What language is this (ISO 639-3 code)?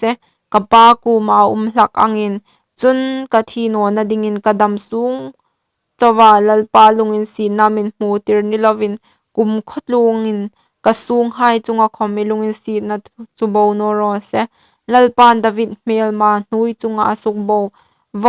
hmr